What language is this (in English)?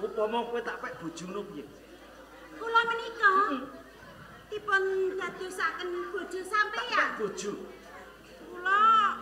Javanese